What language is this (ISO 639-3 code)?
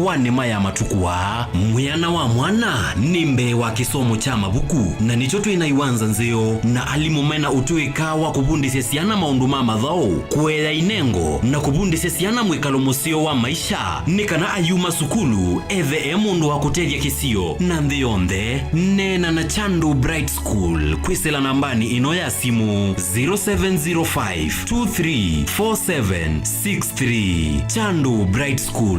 kam